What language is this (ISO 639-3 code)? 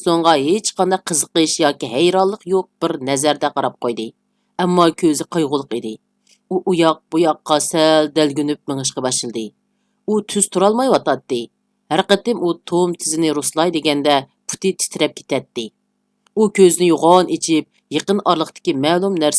uig